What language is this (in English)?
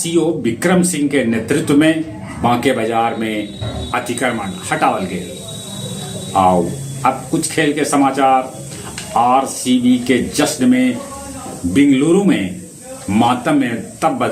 Magahi